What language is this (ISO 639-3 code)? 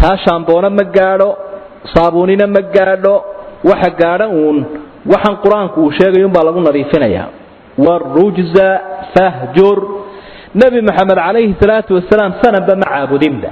som